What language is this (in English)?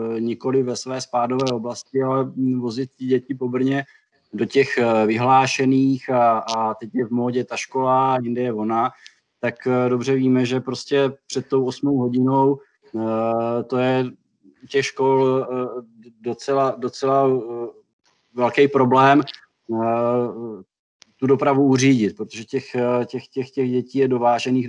Czech